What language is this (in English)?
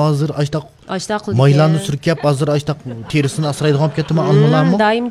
Uyghur